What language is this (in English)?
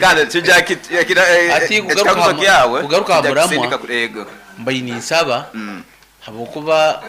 Nyoro